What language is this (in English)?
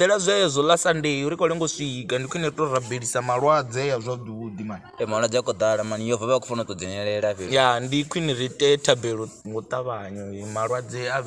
Venda